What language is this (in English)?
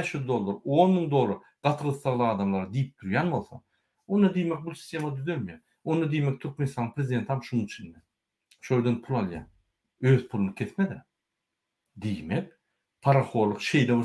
Turkmen